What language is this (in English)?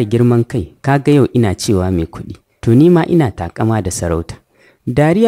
Hausa